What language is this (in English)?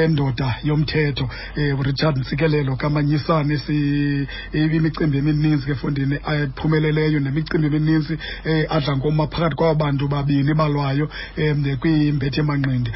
Xhosa